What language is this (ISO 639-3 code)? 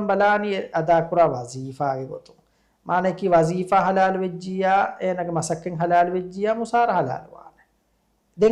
div